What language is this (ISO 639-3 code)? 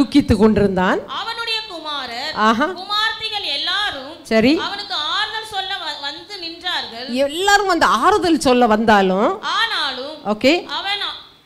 tam